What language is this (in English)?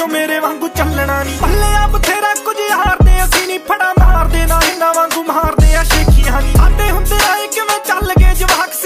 Punjabi